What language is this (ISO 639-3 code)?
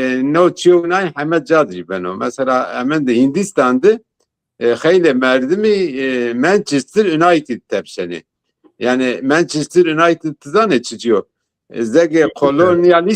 zza